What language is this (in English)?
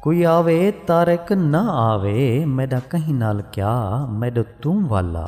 Saraiki